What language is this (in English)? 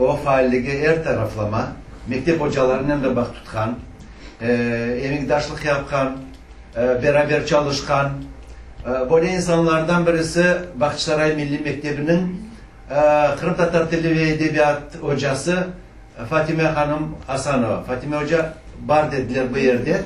Crimean Tatar